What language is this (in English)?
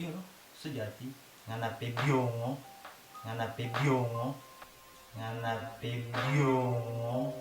Manado Malay